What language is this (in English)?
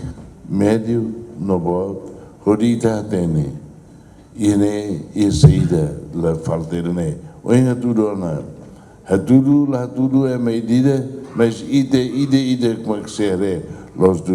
Tetum